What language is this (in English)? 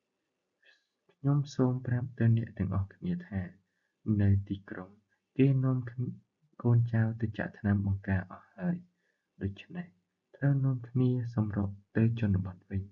Khmer